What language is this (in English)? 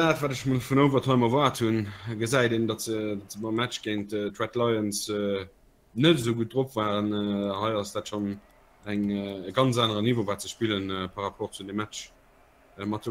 Luxembourgish